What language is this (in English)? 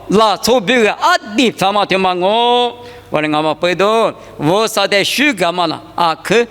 Lisu